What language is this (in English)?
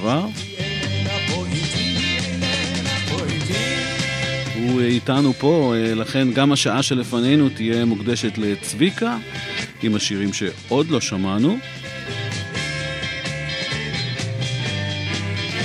Hebrew